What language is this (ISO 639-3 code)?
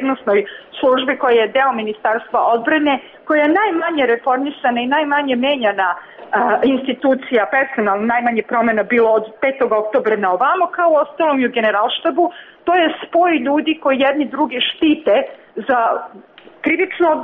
srp